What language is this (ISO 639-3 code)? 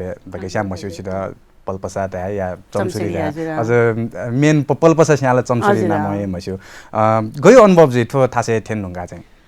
new